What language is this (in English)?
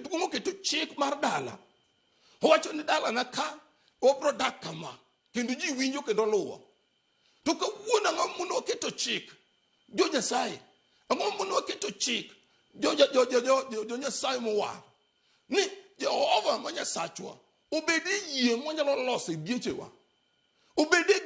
Luo (Kenya and Tanzania)